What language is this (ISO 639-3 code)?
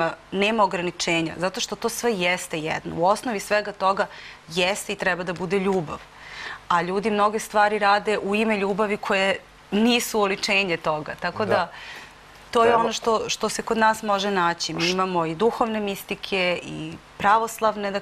srp